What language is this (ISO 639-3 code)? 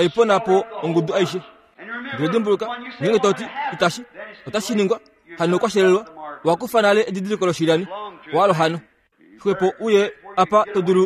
kua